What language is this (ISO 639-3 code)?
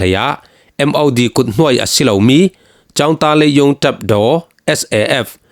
cfm